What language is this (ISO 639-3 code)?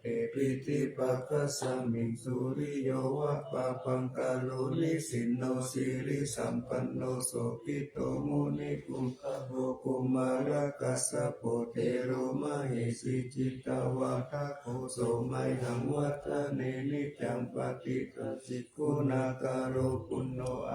pli